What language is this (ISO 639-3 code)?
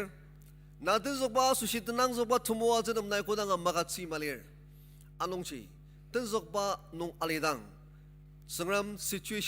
njo